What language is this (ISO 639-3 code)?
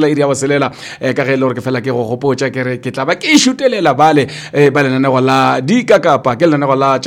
nso